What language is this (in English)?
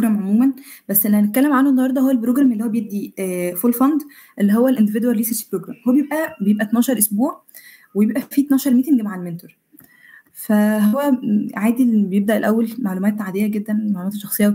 Egyptian Arabic